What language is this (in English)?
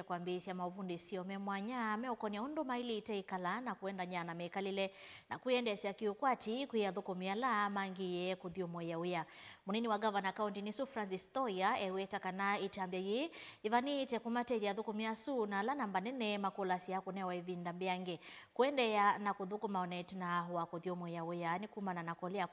Kamba